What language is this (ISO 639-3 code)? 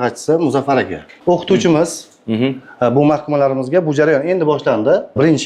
uzb